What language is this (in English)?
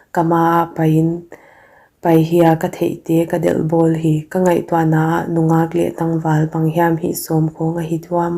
Paite Chin